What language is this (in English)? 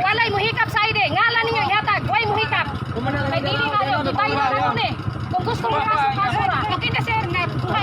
Cebuano